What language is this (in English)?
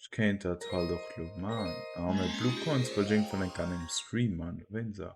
Luxembourgish